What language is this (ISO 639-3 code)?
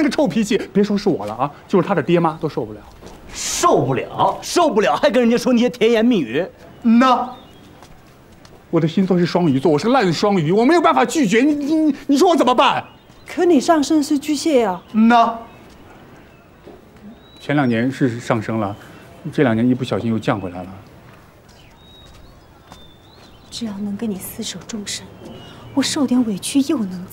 zho